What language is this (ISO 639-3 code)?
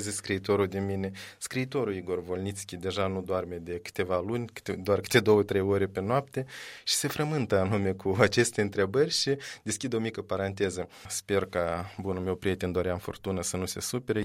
ron